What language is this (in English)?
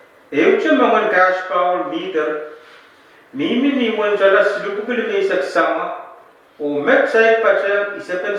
Pohnpeian